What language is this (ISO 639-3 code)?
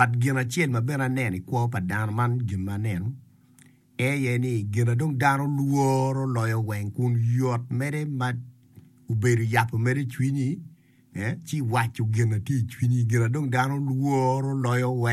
ach